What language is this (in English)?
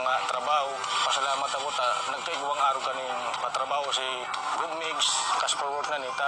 Bikol